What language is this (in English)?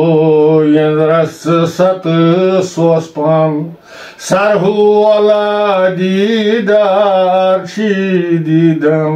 Kashmiri